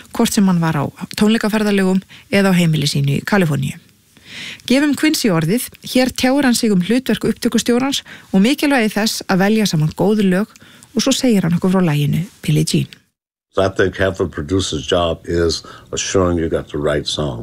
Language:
Icelandic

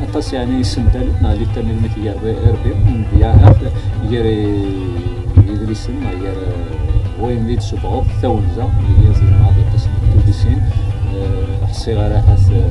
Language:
Kabyle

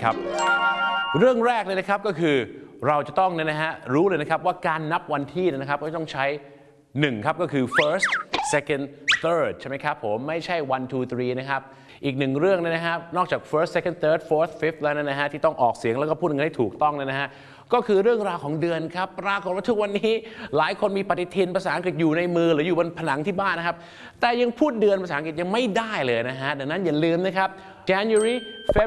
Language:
Thai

